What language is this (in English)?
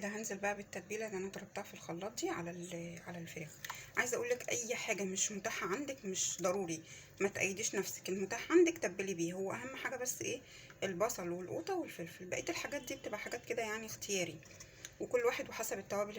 Egyptian Arabic